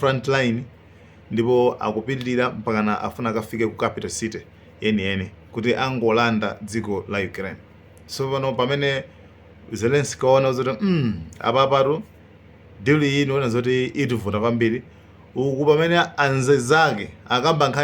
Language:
Nyanja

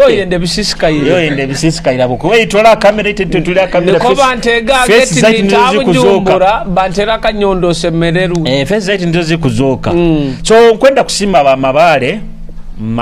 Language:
Nyoro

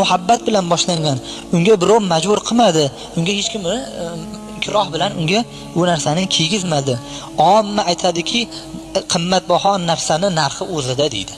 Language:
Uzbek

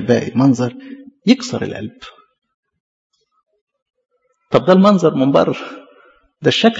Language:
Egyptian Arabic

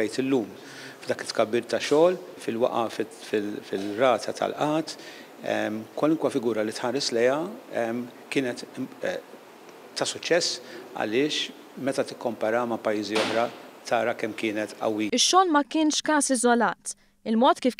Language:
Maltese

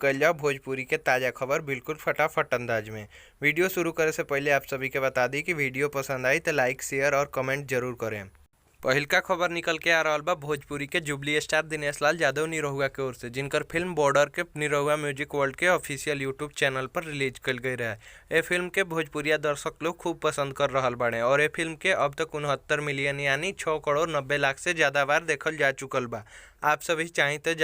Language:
Bhojpuri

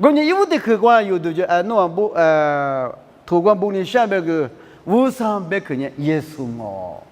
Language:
Lisu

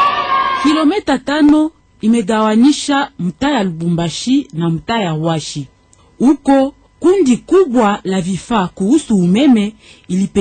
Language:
Swahili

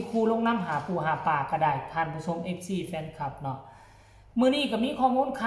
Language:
Northeastern Thai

